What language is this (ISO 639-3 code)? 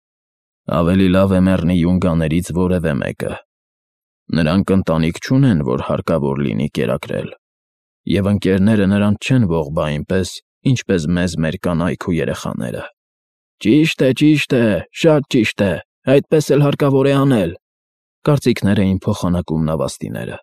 hye